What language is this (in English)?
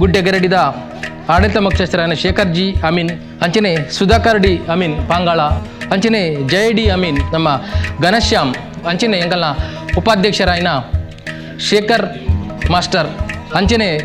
Tulu